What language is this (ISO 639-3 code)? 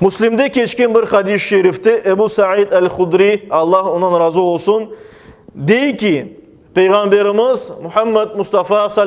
crh